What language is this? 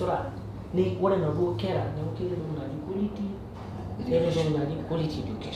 Masai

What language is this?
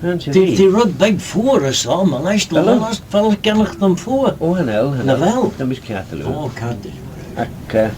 Manx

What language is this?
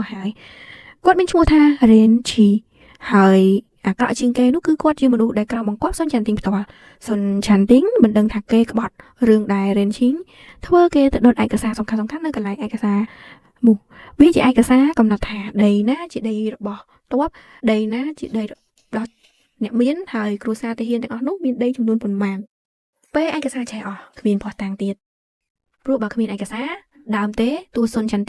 Khmer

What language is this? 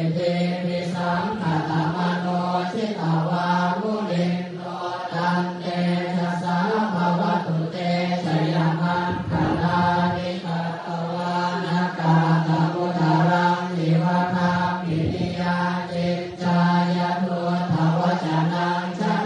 Pali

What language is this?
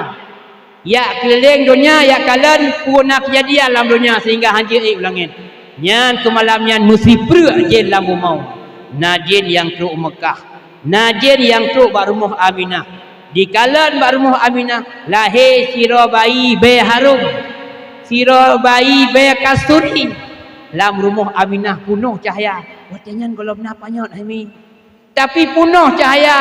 Achinese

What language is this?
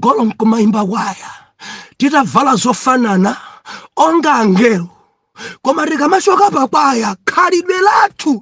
Nyanja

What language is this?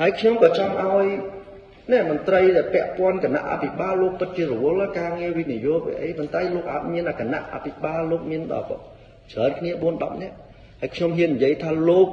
Khmer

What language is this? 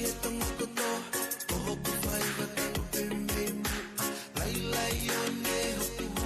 Tongan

